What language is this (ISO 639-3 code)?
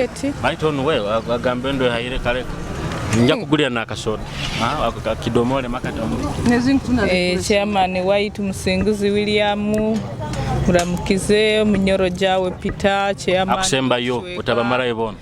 nyo